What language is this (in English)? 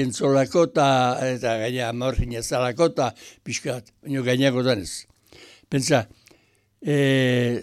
Basque